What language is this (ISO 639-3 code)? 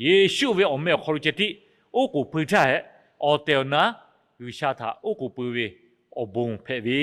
lhu